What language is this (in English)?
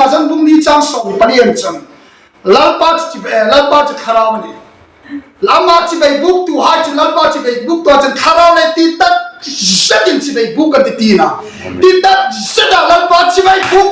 Hmar